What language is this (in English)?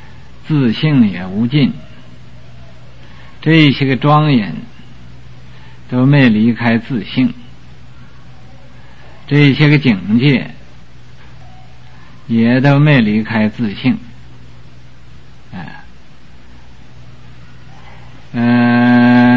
Chinese